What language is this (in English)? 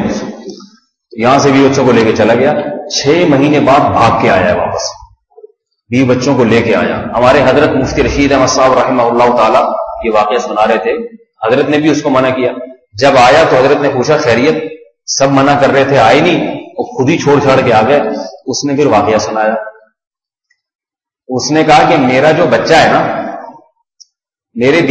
Urdu